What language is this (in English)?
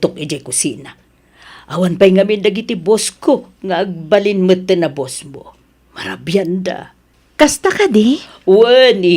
Iloko